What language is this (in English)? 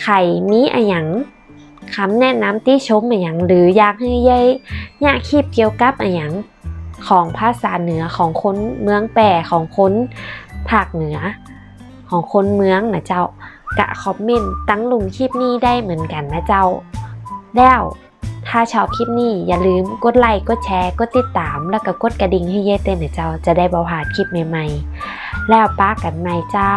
Northern Thai